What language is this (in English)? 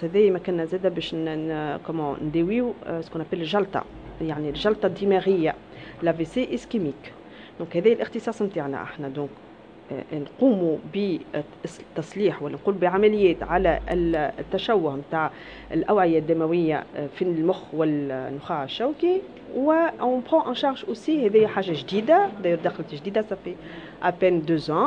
Tunisian Arabic